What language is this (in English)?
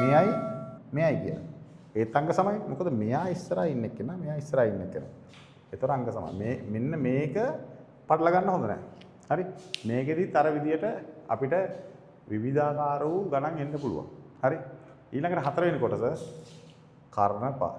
Sinhala